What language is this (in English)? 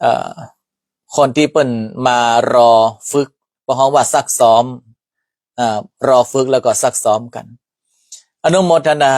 Northern Thai